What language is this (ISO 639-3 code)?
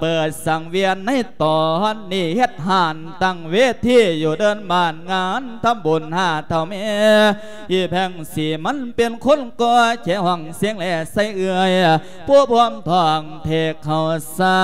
lao